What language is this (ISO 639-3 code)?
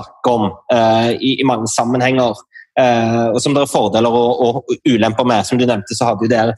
nor